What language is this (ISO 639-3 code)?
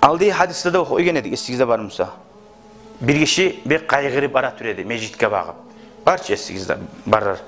kum